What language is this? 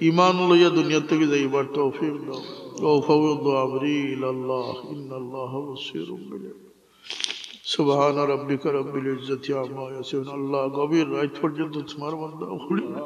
Sylheti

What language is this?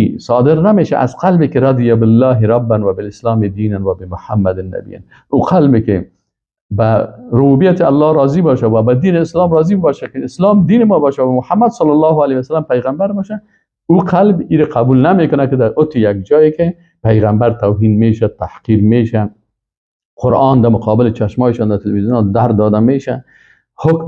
Persian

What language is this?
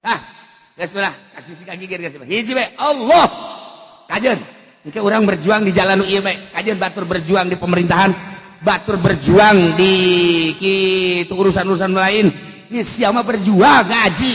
Sundanese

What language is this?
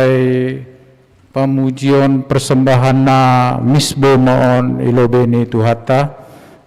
Batak Simalungun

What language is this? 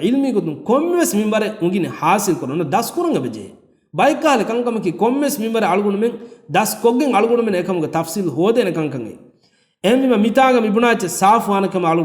Divehi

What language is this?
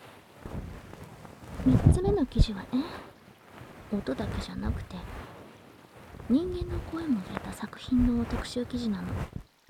Japanese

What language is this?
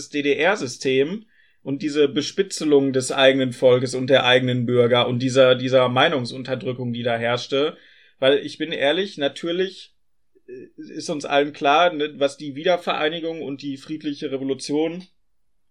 German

